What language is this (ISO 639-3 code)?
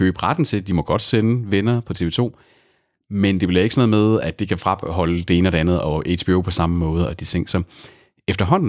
dan